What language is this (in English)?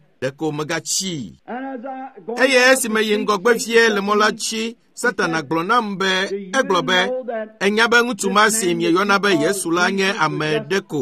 Ewe